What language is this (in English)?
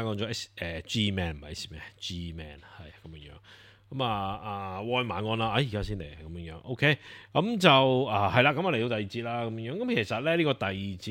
Cantonese